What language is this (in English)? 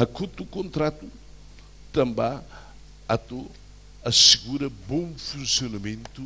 Tetum